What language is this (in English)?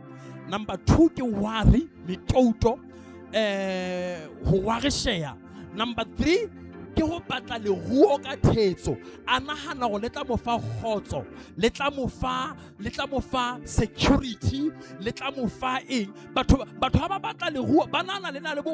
Southern Sotho